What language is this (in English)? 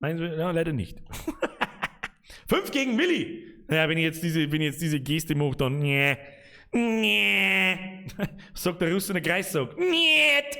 Bavarian